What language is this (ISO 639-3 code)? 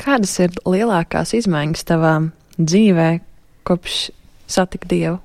lav